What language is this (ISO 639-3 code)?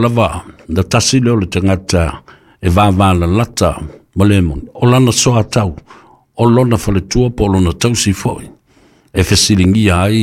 smo